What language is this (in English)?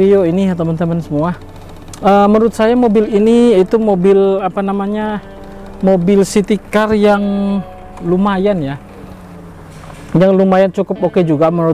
Indonesian